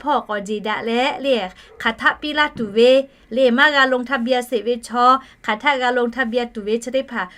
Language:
Lahu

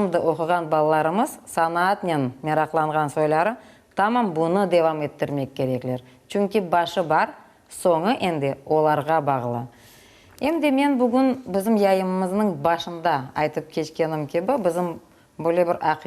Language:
Crimean Tatar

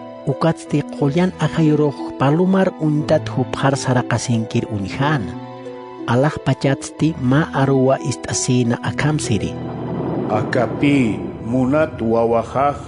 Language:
Aymara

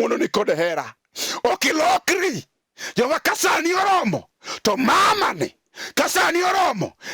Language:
Luo (Kenya and Tanzania)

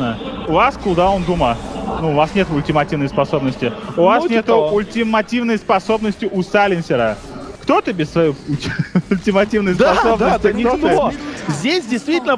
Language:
Russian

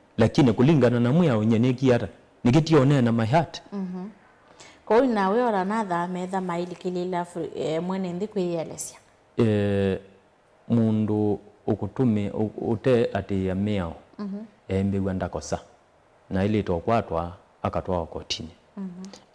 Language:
Kamba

